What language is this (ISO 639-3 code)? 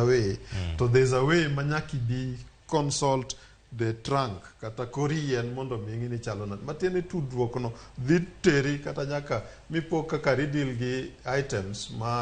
luo